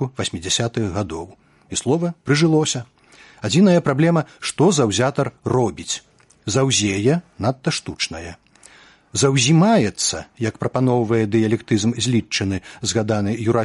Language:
Belarusian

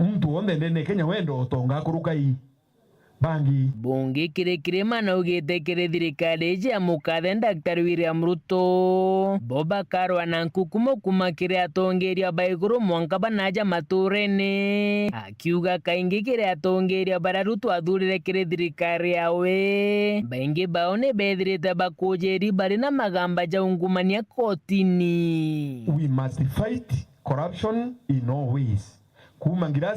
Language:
Meru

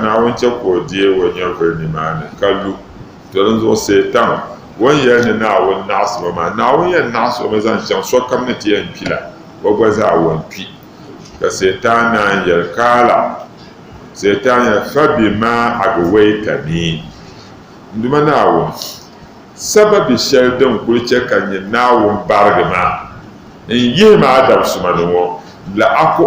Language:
Dagbani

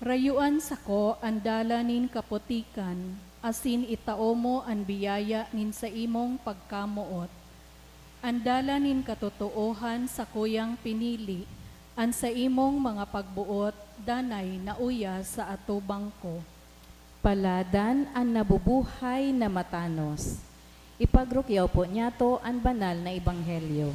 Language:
Bikol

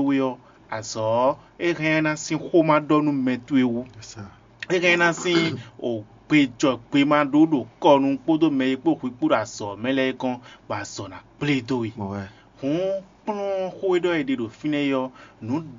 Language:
Fon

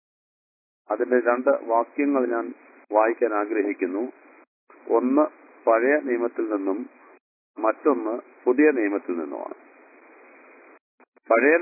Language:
Malayalam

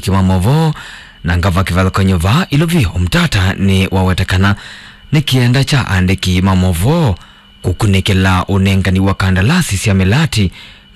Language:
Kamba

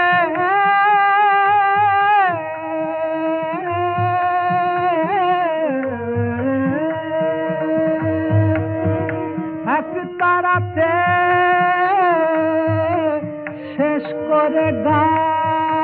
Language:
Bangla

